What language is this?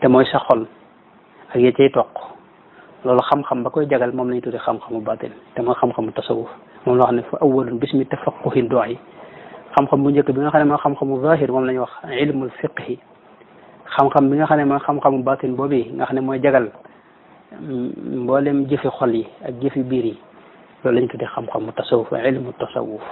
Wolof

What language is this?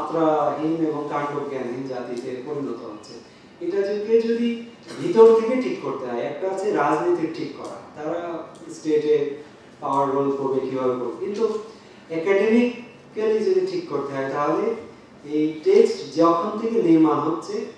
Bangla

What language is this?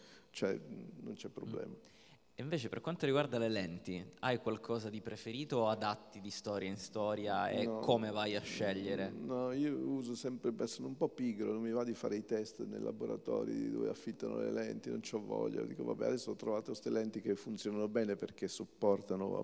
Italian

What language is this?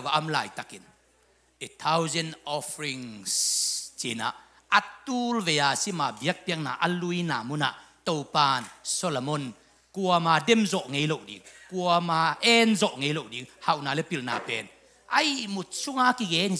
Tedim Chin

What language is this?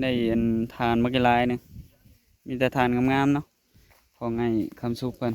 Northeastern Thai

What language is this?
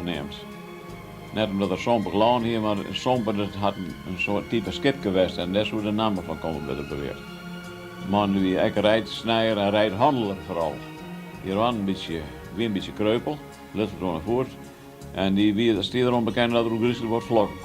Western Frisian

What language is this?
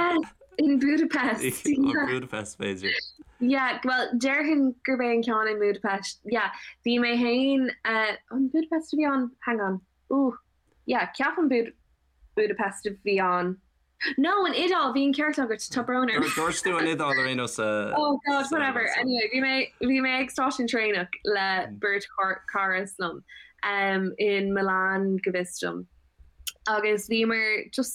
Irish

